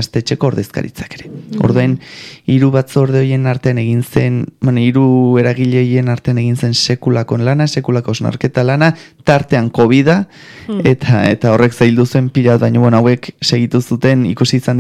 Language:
Basque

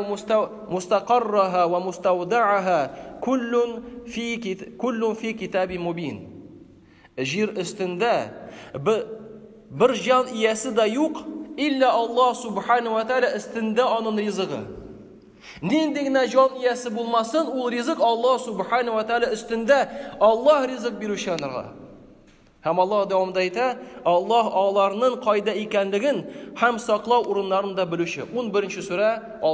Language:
Tatar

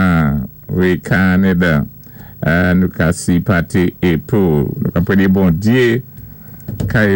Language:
Saint Lucian Creole French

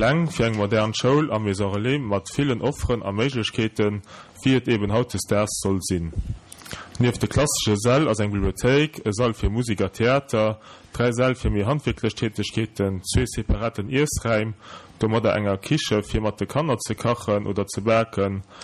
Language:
Luxembourgish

